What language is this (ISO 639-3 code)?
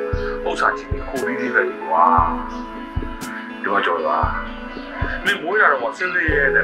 mya